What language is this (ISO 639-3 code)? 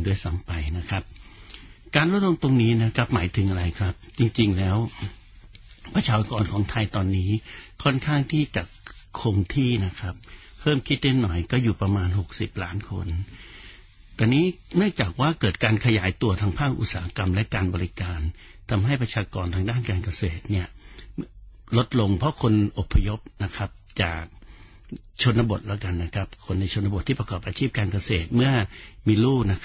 tha